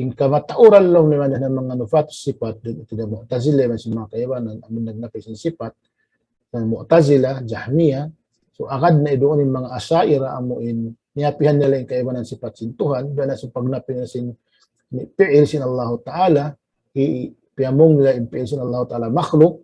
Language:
Tausug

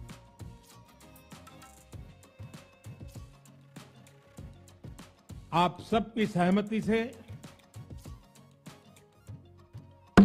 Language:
Hindi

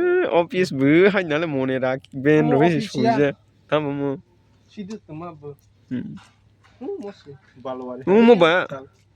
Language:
Kok Borok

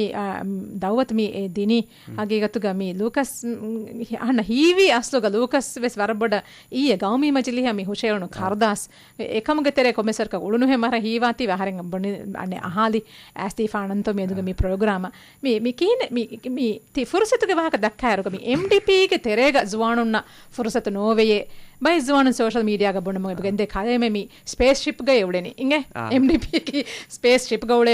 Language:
Divehi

